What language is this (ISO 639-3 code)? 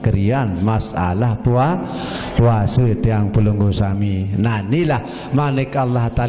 sas